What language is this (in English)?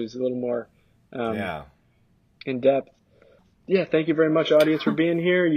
English